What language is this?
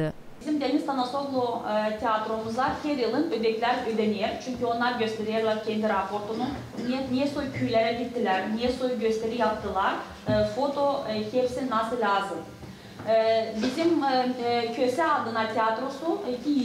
Gagauz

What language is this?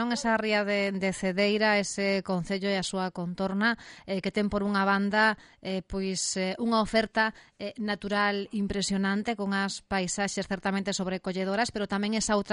Galician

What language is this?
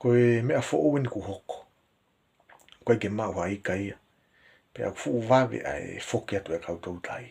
Tongan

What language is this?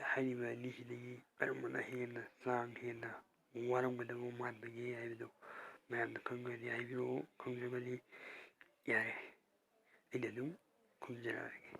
Manipuri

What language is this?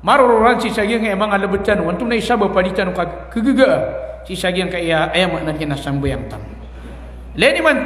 Maranao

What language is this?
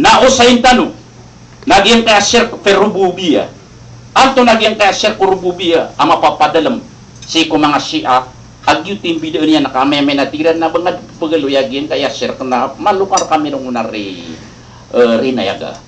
Maranao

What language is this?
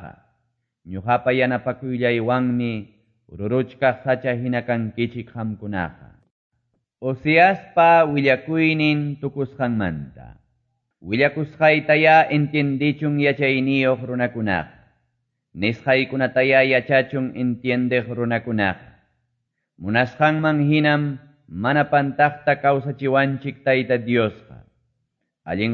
Quechua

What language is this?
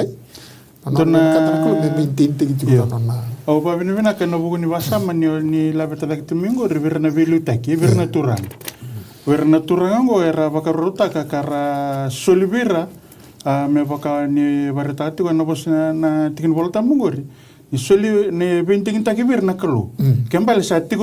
Fijian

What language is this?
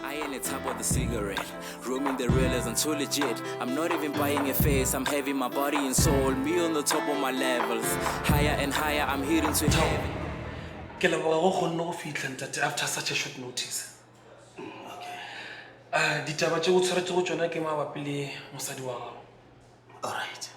Northern Sotho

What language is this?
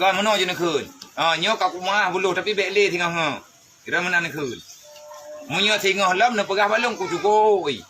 Achinese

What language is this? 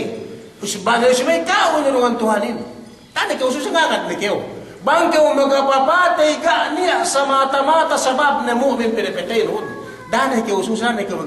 Yakan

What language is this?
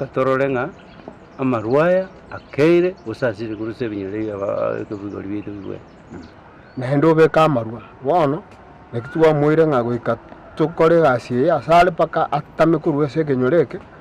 Gusii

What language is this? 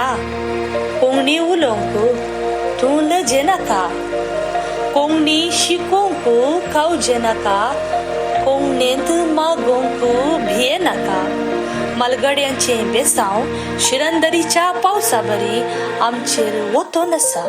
Konkani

